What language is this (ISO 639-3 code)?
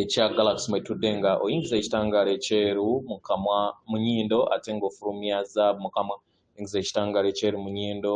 lug